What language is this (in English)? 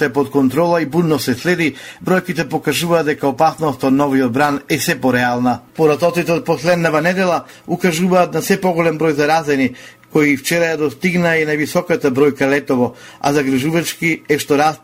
Macedonian